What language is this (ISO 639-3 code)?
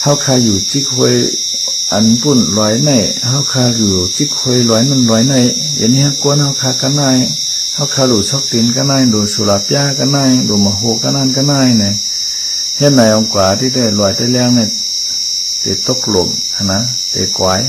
shn